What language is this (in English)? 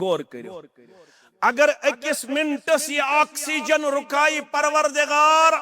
Kashmiri